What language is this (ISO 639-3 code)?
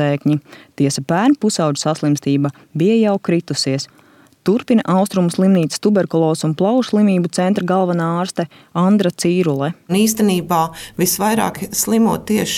lav